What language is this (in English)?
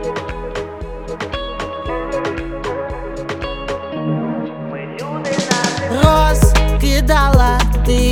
Ukrainian